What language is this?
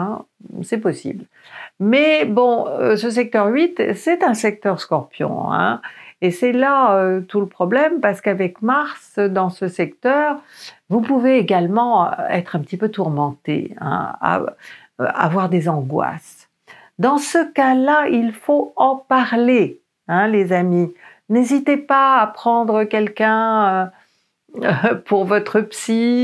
French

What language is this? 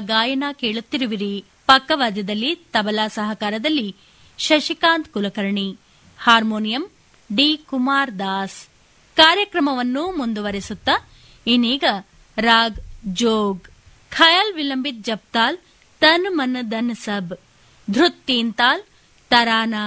Kannada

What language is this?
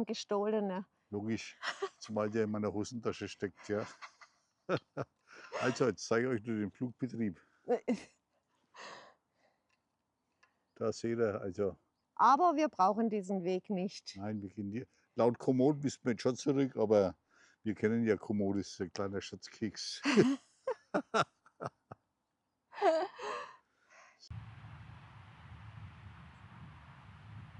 German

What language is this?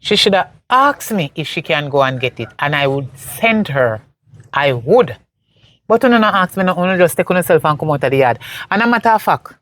Jamaican Creole English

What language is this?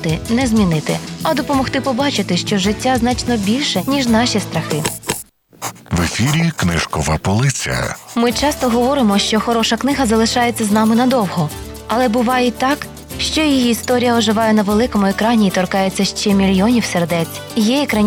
Ukrainian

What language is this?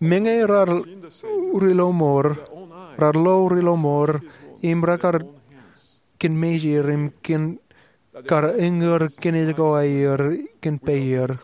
Marshallese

